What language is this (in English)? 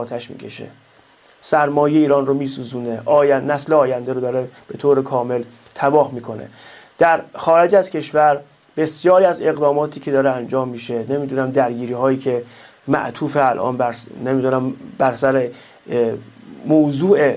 Persian